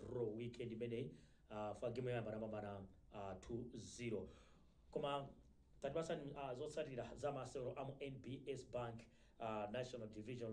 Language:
Nyanja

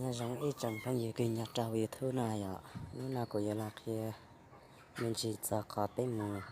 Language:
Hmong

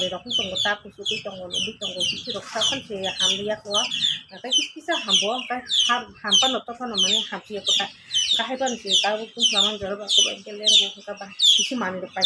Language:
Kok Borok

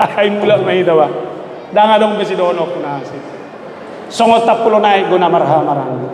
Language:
Batak Toba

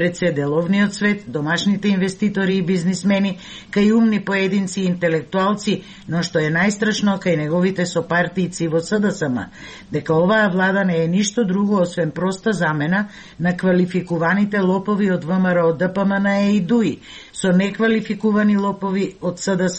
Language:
Macedonian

